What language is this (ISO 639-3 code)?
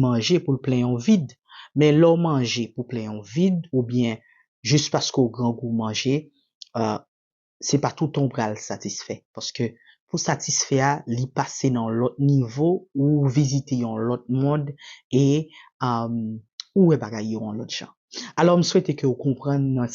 hat